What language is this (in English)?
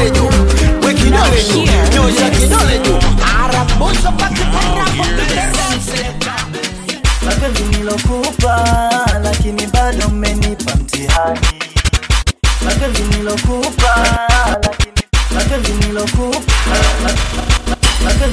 Swahili